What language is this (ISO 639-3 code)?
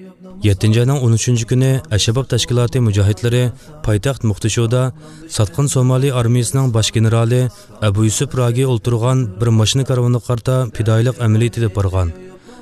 uig